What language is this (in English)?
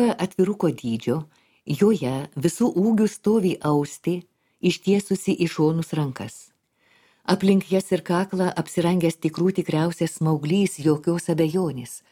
Lithuanian